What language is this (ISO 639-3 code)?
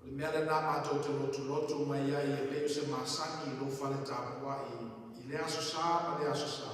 smo